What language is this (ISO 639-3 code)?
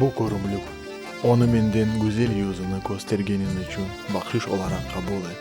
crh